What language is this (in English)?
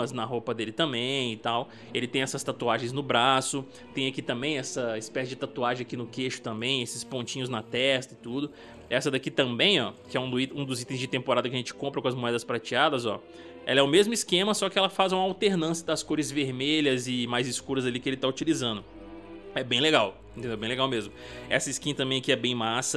Portuguese